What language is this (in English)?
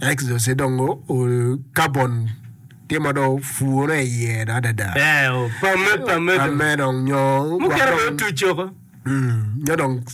Acoli